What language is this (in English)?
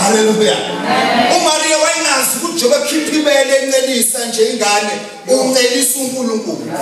Zulu